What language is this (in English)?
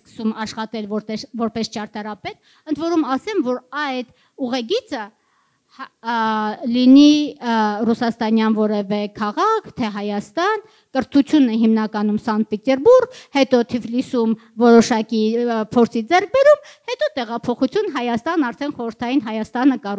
Armenian